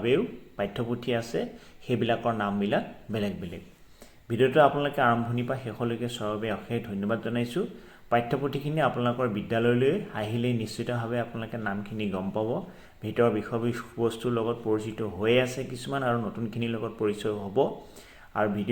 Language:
Assamese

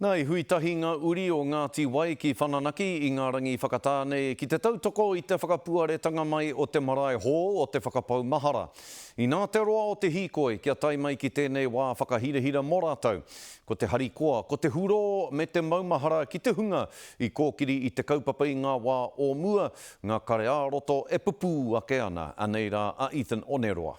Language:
Māori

